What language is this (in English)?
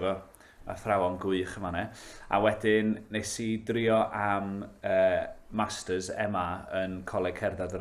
Welsh